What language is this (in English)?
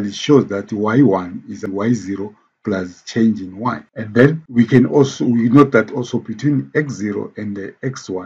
English